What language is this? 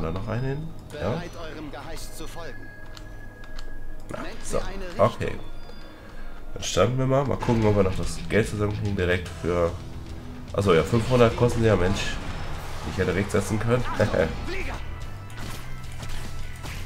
German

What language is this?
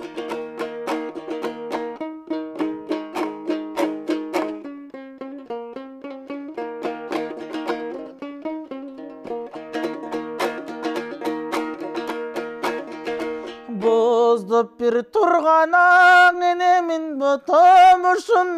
Kyrgyz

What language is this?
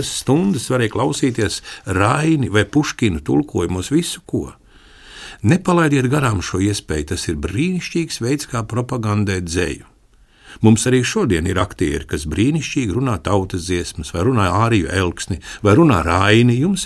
Latvian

